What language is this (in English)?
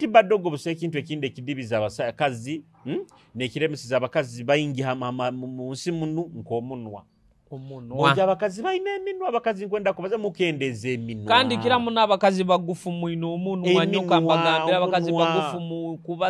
Nyoro